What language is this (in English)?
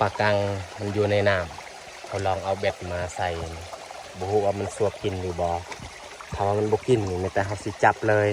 Lao